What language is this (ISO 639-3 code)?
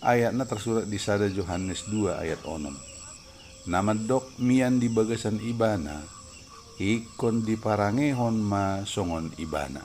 bbc